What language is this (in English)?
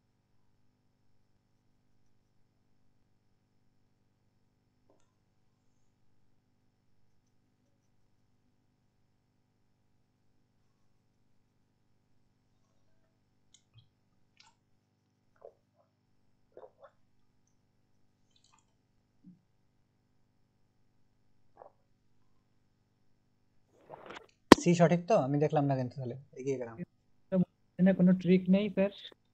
Bangla